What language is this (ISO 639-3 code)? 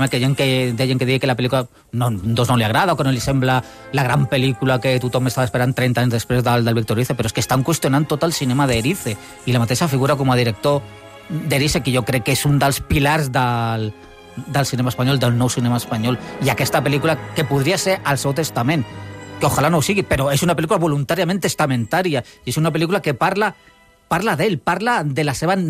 cat